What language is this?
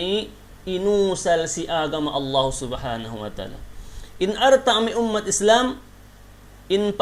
Yakan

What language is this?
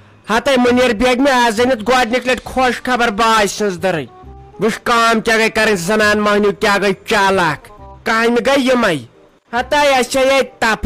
Kashmiri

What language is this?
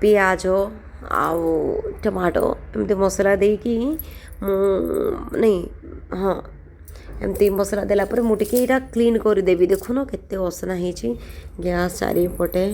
Odia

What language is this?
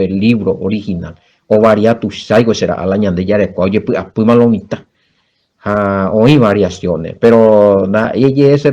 Guarani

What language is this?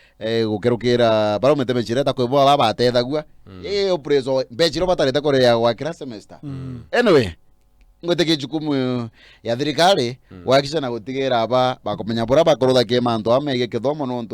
Meru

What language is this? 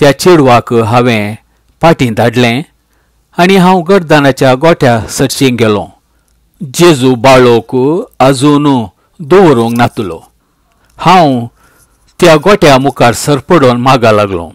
Konkani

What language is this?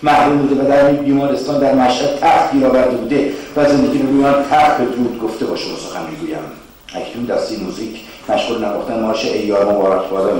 Persian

